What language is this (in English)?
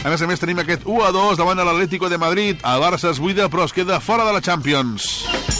Catalan